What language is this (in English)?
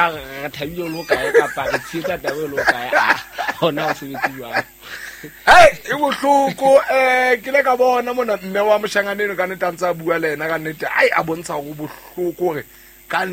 Southern Sotho